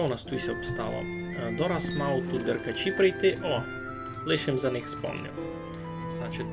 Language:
Rusyn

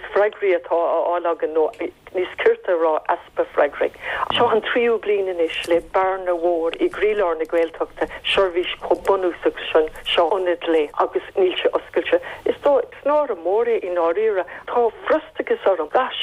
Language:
Irish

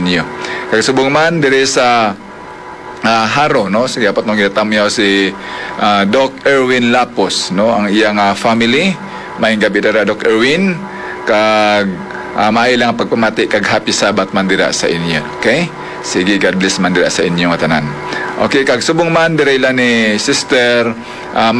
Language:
Hiligaynon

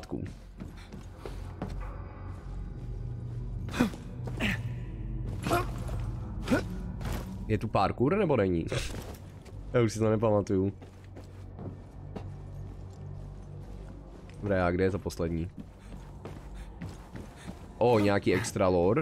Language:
Czech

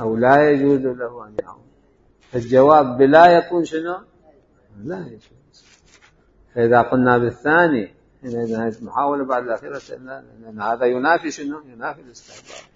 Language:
Mesopotamian Arabic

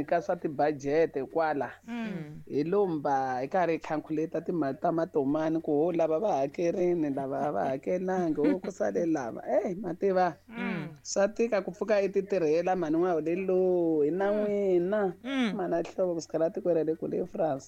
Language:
Tsonga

